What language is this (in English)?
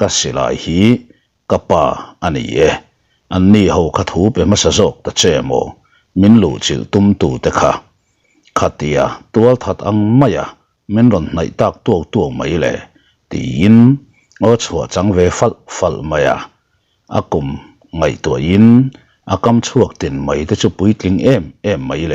Mizo